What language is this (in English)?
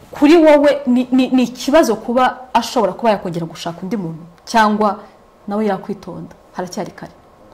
Kinyarwanda